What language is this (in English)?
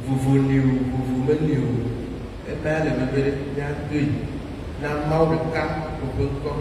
Ewe